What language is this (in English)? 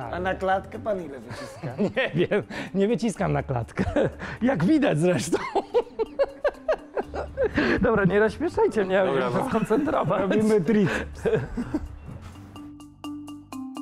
Polish